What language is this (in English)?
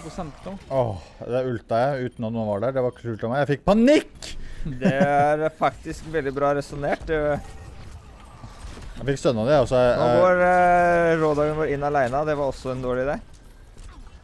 Norwegian